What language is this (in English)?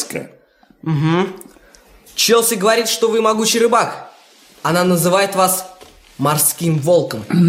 Russian